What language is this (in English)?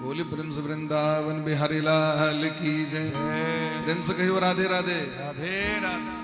Maithili